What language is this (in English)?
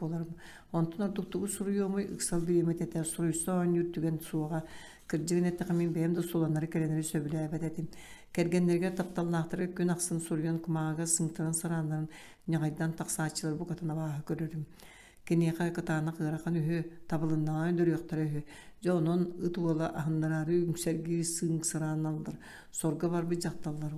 Yakut